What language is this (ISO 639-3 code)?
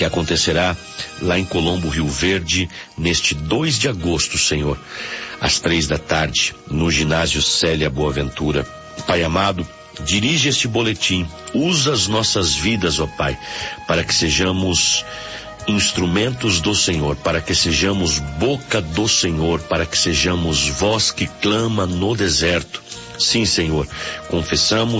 por